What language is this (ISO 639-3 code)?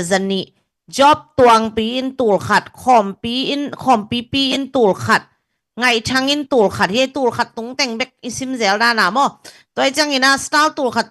ctd